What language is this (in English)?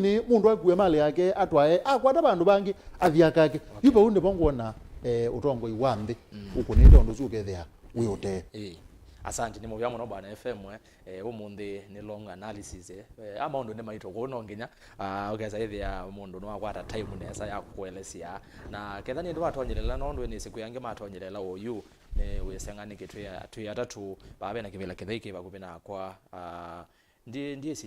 Kamba